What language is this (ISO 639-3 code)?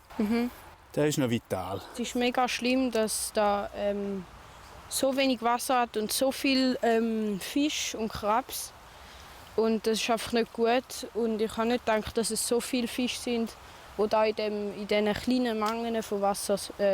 gsw